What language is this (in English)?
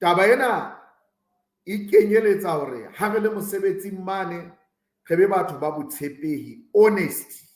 Southern Sotho